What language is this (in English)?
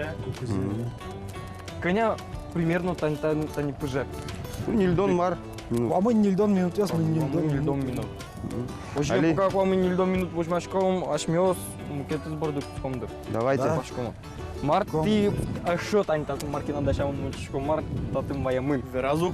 Udmurt